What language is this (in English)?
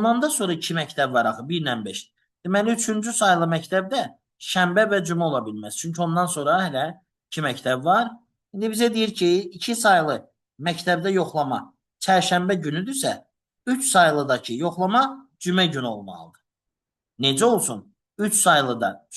Azerbaijani